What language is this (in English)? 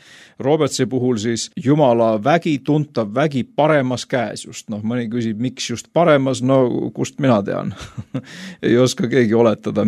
Estonian